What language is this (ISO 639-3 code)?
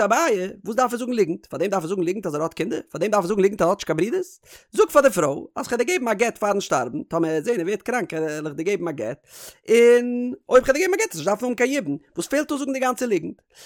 yid